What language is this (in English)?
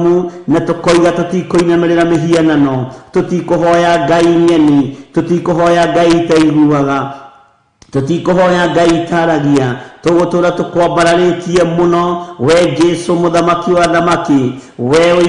Kikuyu